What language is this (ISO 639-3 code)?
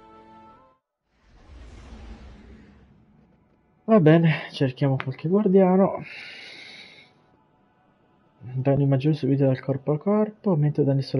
ita